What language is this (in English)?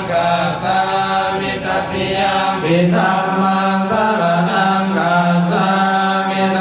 Pali